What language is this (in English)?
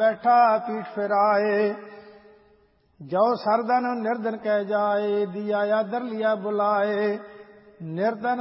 Punjabi